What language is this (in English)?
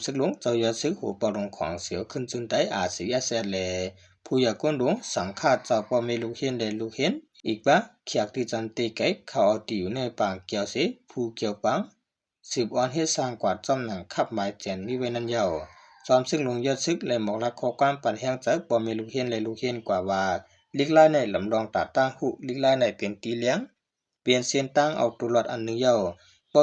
Shan